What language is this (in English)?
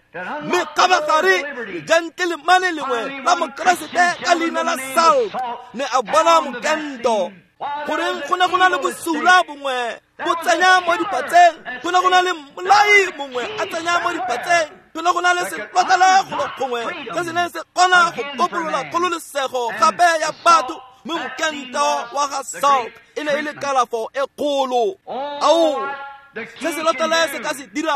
Tswana